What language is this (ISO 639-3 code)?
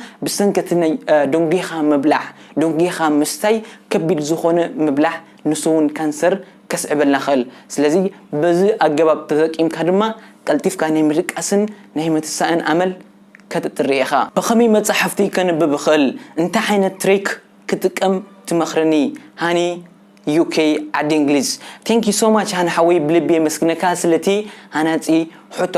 tir